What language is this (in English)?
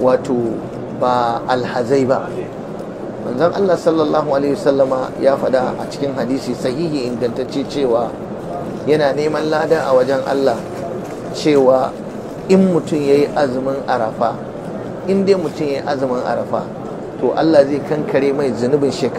Hausa